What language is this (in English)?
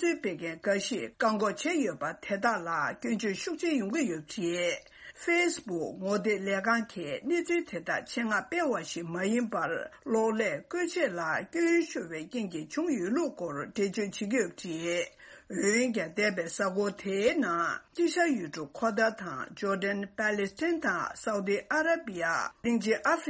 Tibetan